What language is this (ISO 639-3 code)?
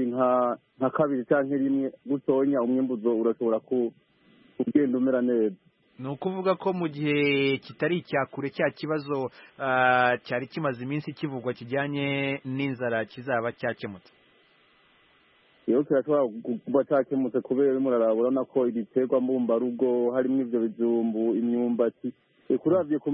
kin